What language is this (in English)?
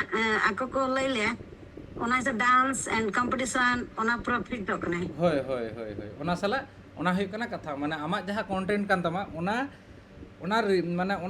Santali